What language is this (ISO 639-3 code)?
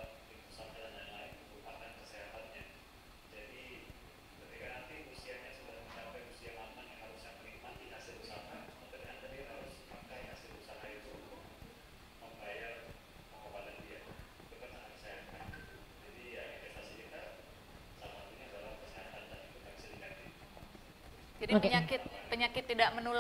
ind